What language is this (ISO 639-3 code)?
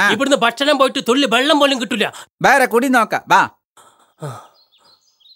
mal